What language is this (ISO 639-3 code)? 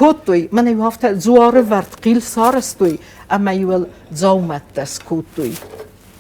oss